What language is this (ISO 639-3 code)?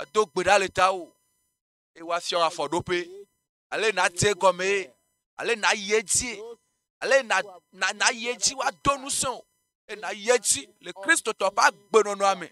ewe